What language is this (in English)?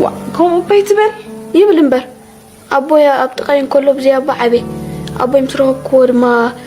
Tigrinya